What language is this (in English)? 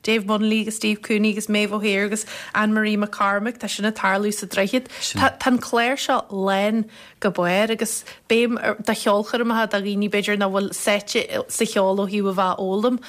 Irish